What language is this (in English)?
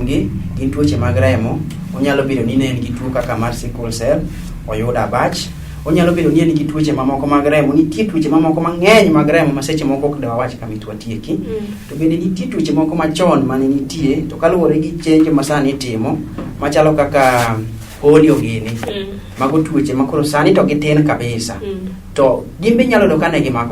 Luo (Kenya and Tanzania)